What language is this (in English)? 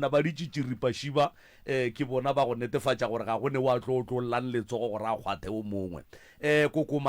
Northern Sotho